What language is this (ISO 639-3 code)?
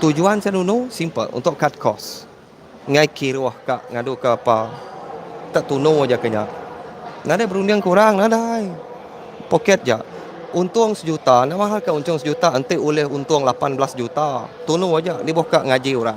iba